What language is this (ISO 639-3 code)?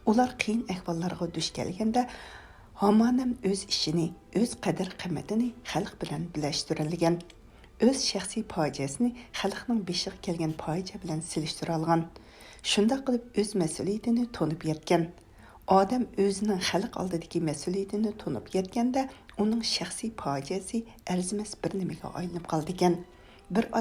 uig